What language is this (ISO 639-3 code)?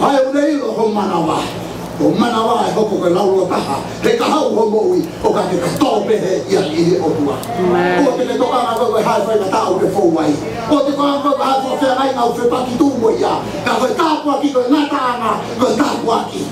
ton